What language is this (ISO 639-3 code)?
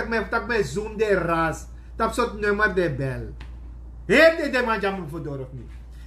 srn